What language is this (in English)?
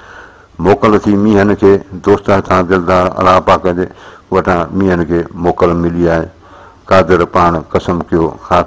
Sindhi